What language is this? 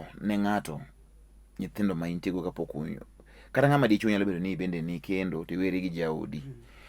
Luo (Kenya and Tanzania)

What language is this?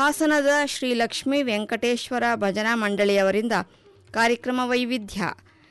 Kannada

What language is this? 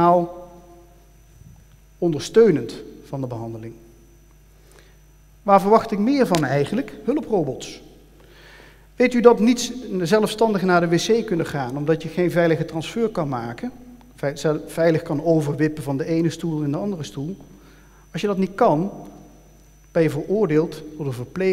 Dutch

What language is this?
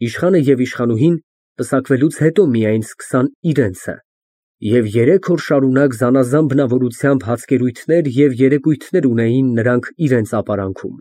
Armenian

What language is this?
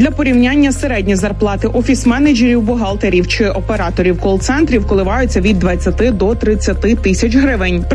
Ukrainian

